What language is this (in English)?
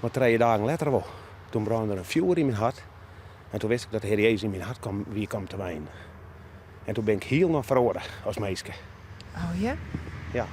Western Frisian